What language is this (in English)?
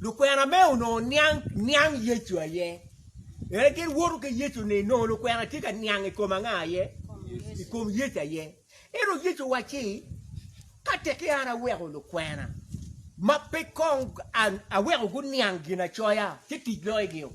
Acoli